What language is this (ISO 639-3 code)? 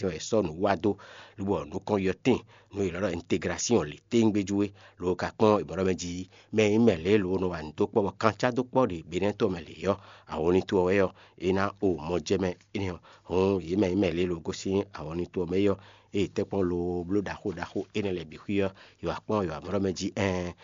fon